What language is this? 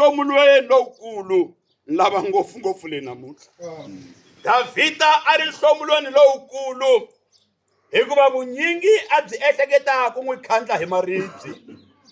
Tsonga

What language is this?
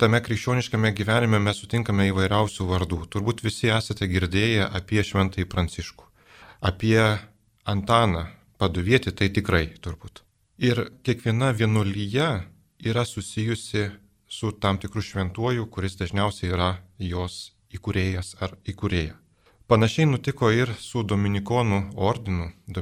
Lithuanian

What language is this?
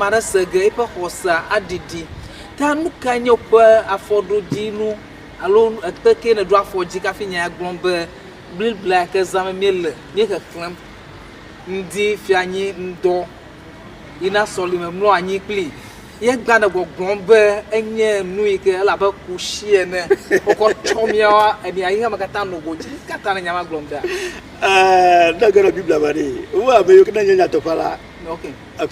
Ewe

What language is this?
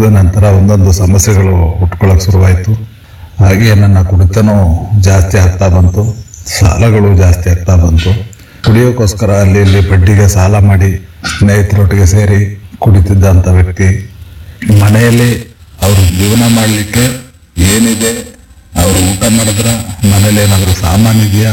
Kannada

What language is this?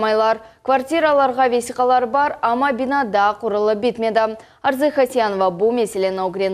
Crimean Tatar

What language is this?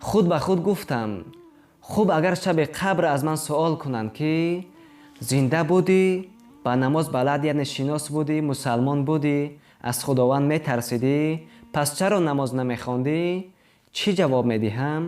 Tajik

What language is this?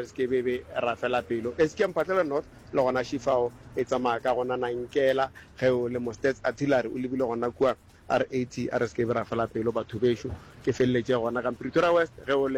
Northern Sotho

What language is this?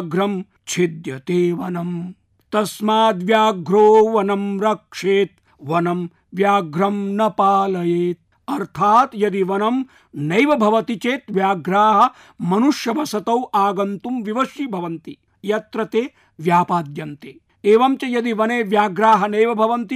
Sanskrit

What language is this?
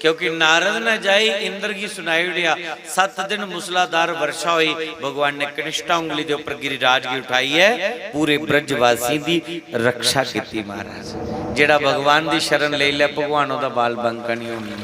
Dogri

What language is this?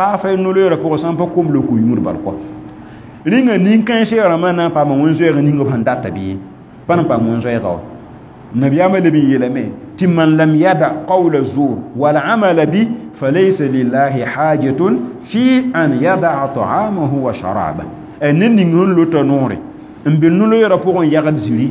Mossi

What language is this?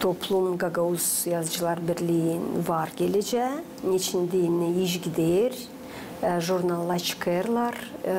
Gagauz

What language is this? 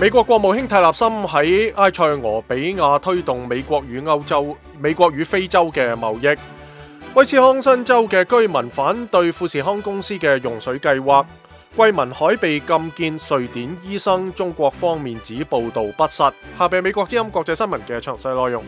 Cantonese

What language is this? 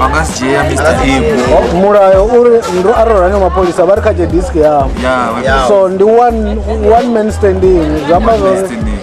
Venda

